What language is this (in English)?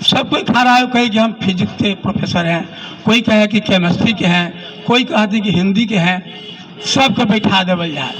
Magahi